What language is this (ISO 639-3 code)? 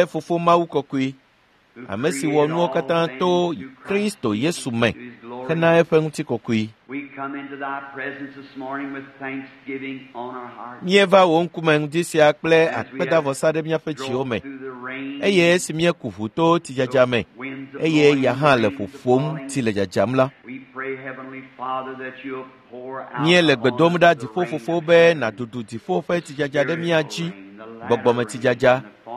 ewe